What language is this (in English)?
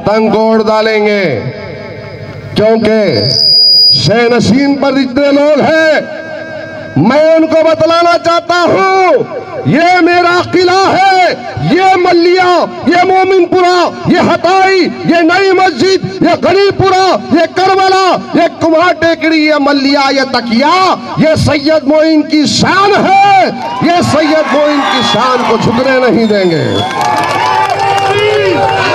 Hindi